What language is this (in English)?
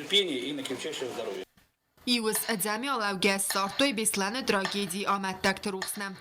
Ossetic